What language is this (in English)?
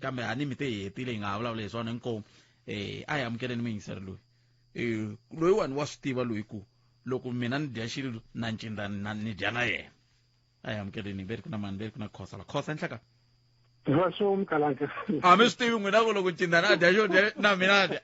Tsonga